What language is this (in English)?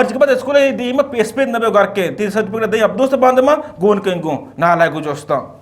Eastern Balochi